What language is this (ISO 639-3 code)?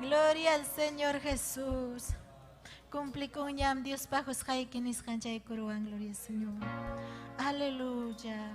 quy